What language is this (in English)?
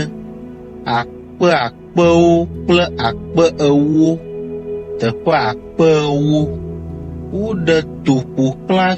Ewe